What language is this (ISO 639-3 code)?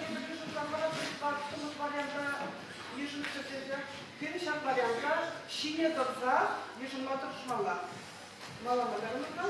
chv